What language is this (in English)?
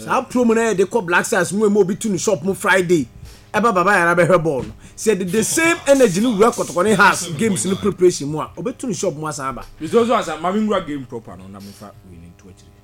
Akan